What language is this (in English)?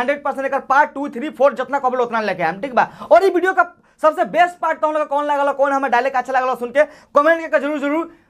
Bhojpuri